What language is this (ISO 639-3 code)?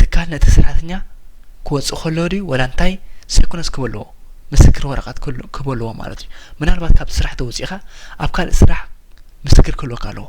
tir